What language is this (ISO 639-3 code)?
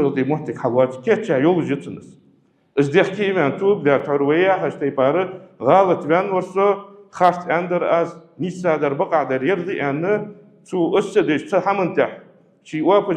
inh